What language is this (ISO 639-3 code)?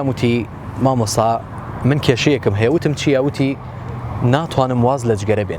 ckb